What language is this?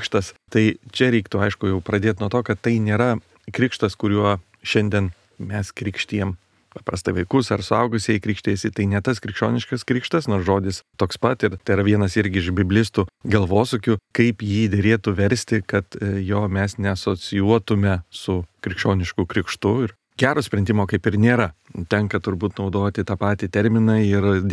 Lithuanian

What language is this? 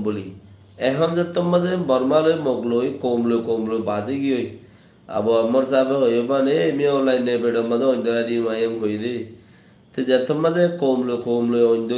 Rohingya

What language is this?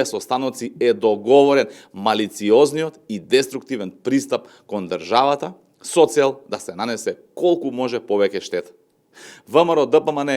Macedonian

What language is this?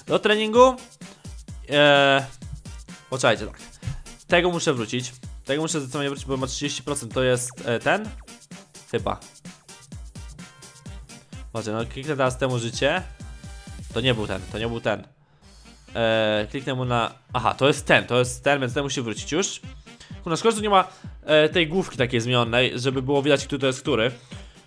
Polish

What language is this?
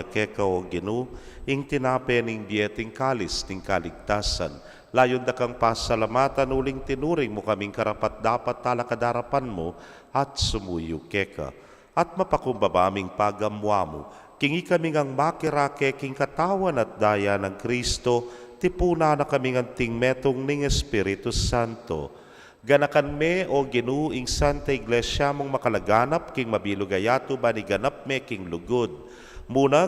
Pampanga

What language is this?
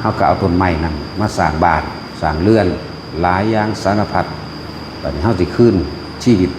Lao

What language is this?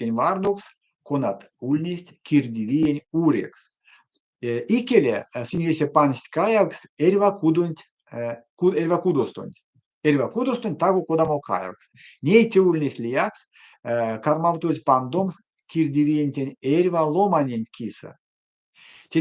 Erzya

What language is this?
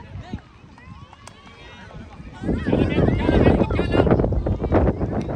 Swedish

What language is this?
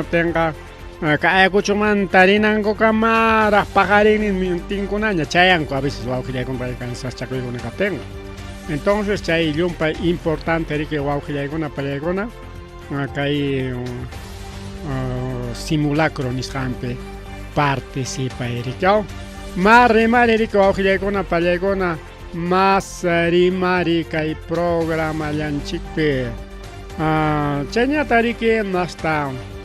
Ayacucho Quechua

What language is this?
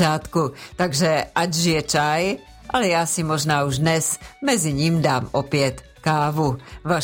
Czech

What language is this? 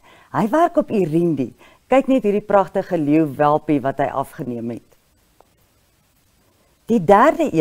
Afrikaans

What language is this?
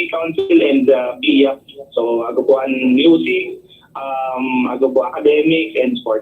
Bikol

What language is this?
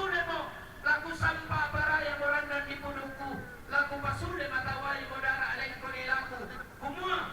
Toraja-Sa'dan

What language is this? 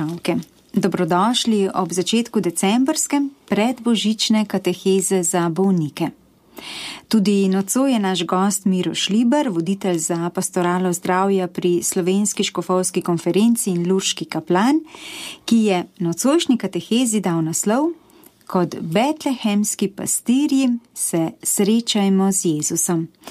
Slovenian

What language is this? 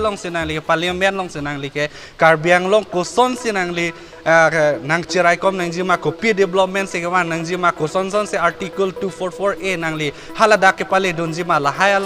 Karbi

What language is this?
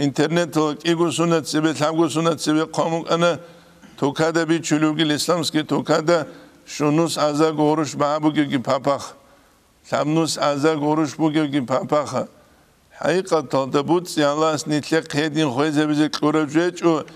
Avaric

